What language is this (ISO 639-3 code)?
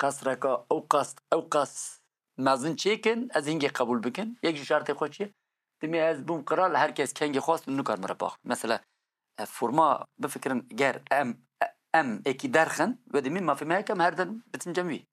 kur